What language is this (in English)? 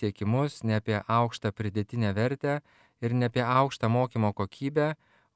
Lithuanian